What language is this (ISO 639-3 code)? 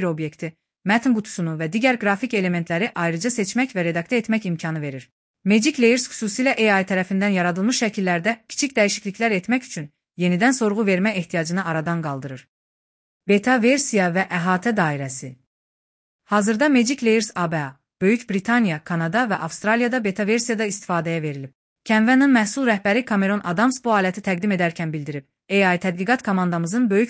aze